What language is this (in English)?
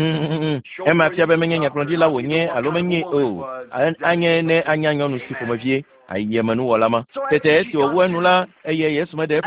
Ewe